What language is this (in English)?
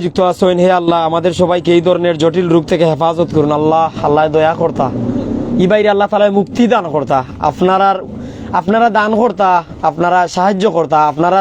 Sylheti